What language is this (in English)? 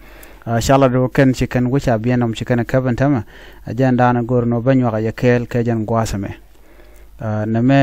Nuer